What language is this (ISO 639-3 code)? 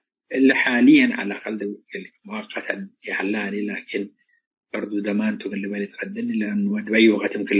tig